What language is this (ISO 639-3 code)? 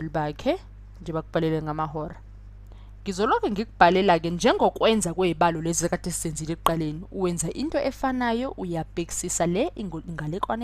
zul